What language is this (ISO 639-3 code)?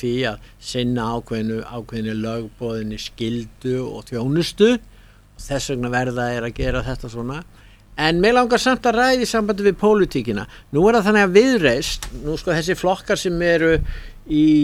isl